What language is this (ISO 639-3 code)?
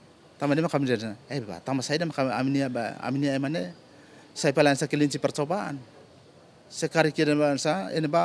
tet